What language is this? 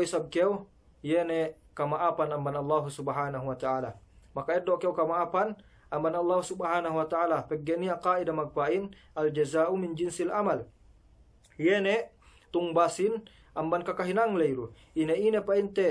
Yakan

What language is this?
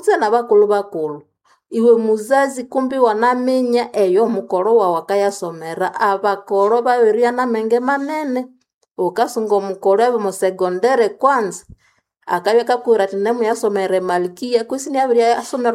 Nande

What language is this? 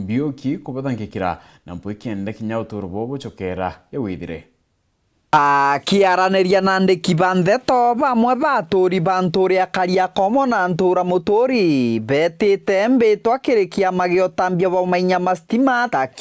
Meru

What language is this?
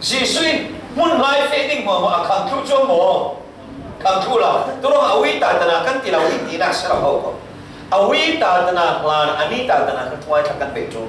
Falam Chin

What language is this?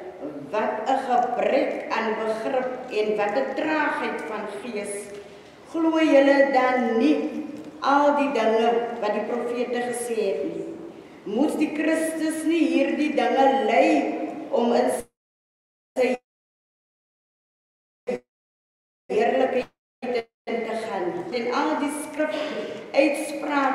Afrikaans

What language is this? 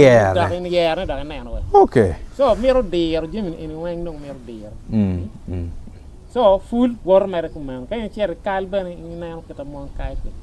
Acoli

